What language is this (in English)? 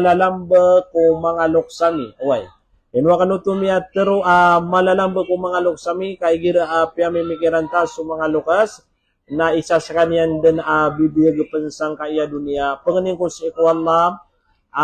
Maranao